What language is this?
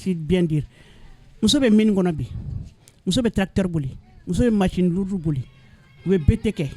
Bambara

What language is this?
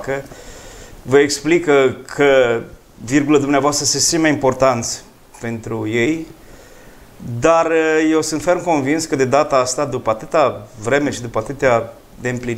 Romanian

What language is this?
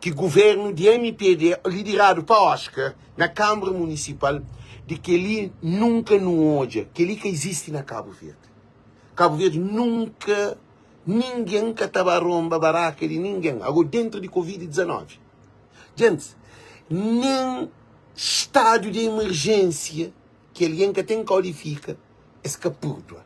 Kabuverdianu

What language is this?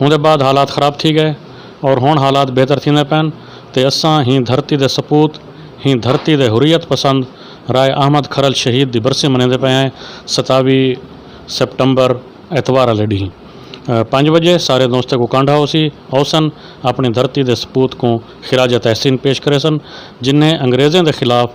Saraiki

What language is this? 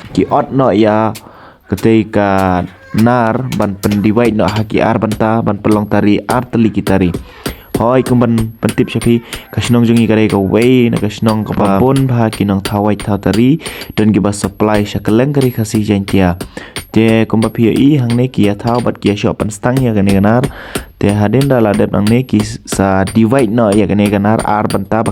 Khasi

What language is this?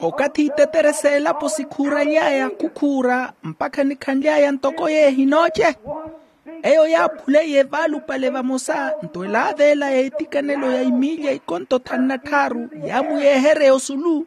Makhuwa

